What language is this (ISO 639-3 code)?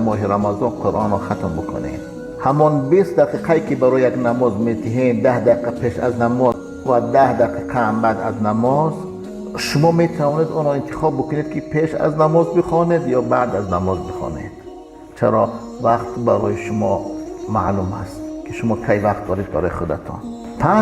tgk